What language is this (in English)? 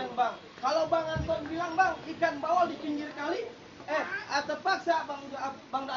Betawi